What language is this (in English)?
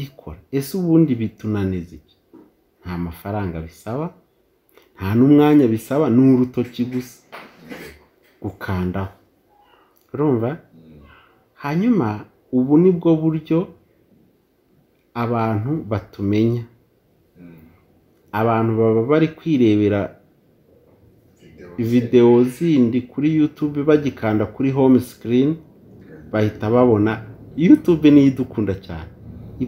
Kinyarwanda